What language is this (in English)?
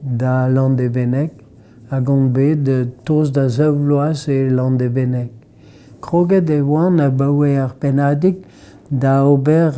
Breton